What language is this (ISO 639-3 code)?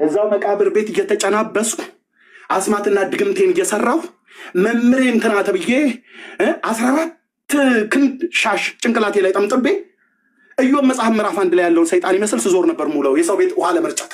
amh